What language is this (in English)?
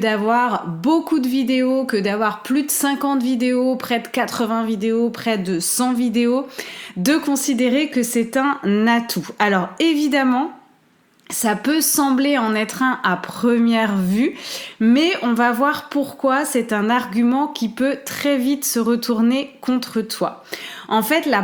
French